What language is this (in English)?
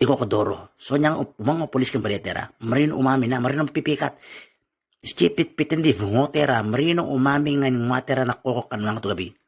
Itawit